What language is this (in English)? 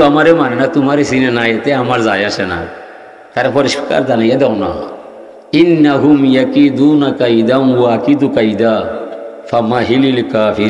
Sylheti